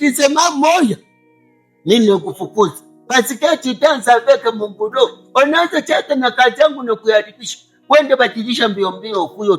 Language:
Swahili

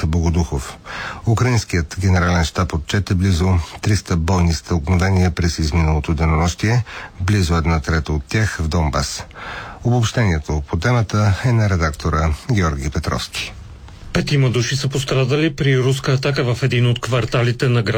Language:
Bulgarian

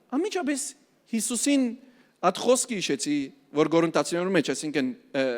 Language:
Western Armenian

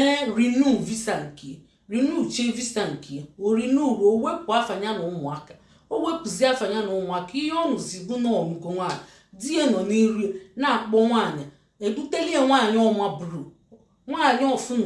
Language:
Igbo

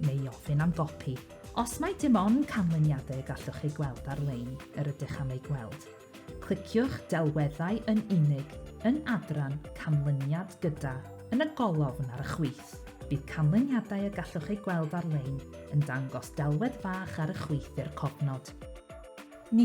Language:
Welsh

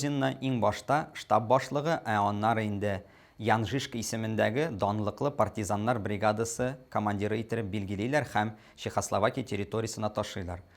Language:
Tatar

